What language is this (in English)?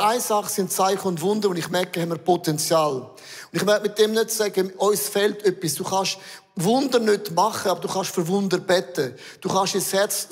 Swiss German